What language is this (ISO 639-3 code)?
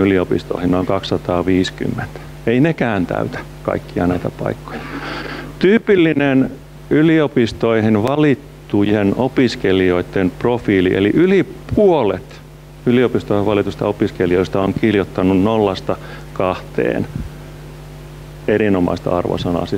fin